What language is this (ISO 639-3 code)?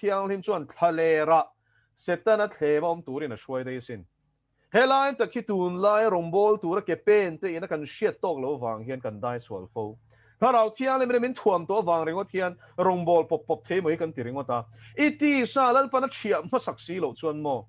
lus